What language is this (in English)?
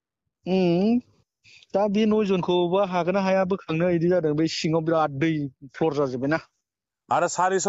Bodo